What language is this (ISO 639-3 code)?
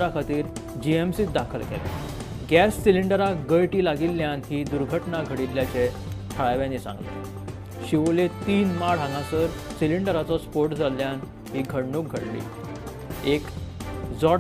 kok